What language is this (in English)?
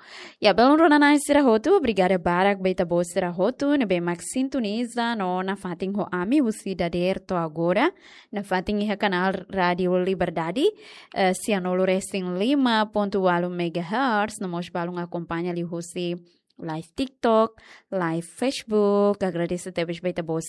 Tetum